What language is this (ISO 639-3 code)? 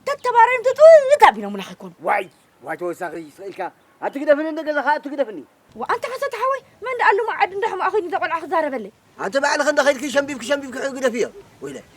tir